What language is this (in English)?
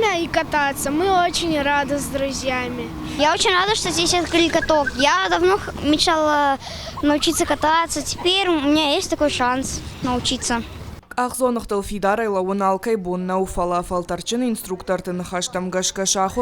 Ossetic